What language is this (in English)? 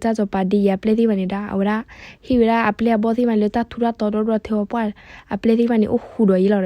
S'gaw Karen